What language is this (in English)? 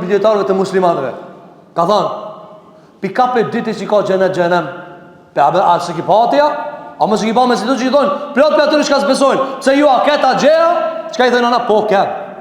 Albanian